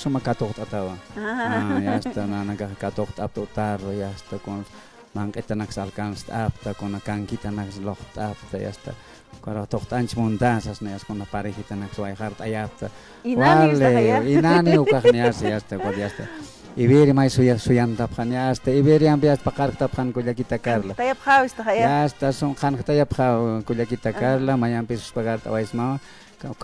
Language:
Aymara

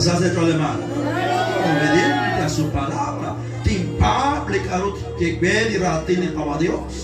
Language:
Kekchí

